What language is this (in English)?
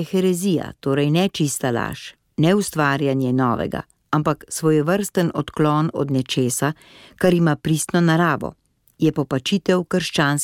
Slovenian